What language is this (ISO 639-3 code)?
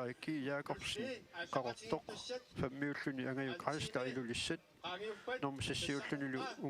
kal